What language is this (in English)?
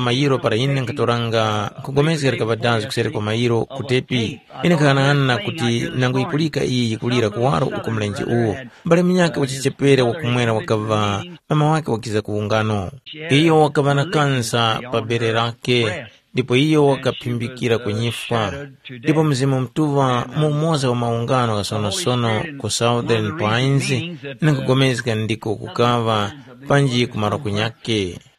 Tumbuka